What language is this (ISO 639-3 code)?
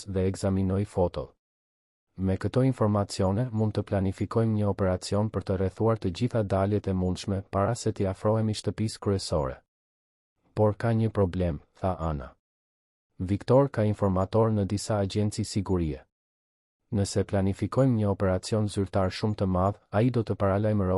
sqi